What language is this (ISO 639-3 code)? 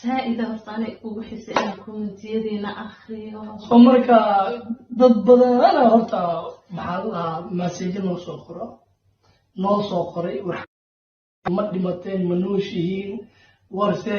som